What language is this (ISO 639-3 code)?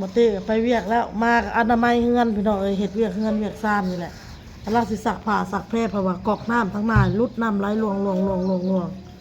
lao